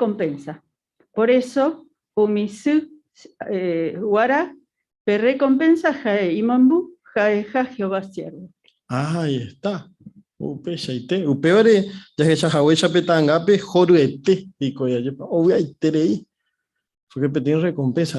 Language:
Guarani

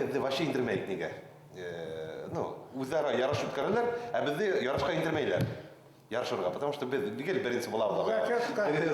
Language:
Bashkir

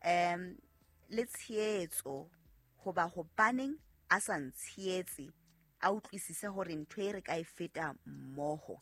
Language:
Southern Sotho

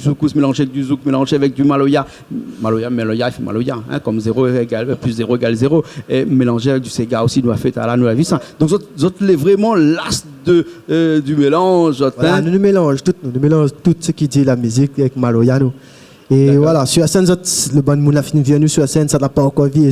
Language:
Réunion Creole French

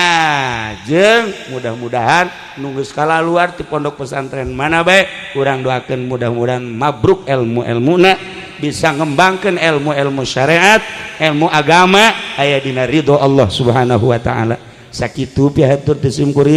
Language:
Sundanese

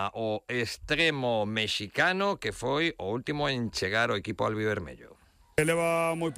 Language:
Galician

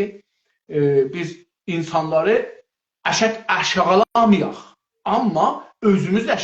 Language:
South Azerbaijani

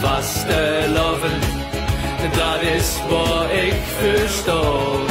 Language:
Limburgish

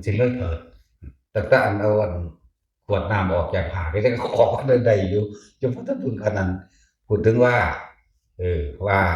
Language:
Northeastern Thai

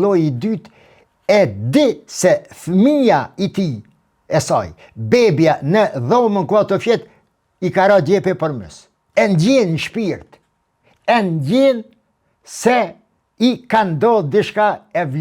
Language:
Albanian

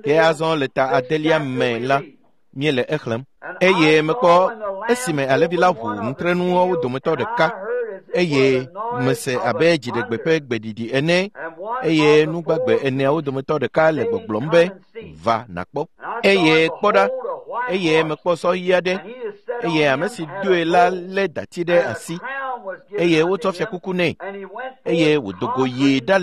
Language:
Ewe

